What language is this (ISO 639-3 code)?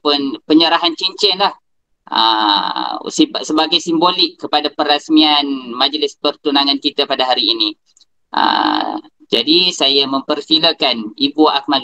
msa